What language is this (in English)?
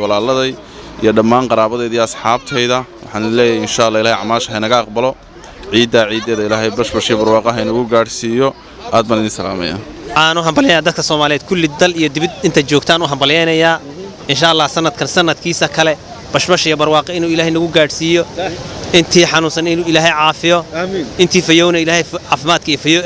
Somali